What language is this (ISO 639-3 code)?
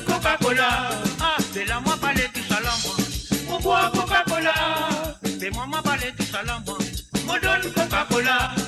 mfe